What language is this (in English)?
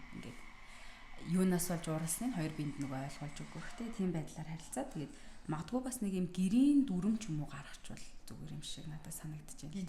Mongolian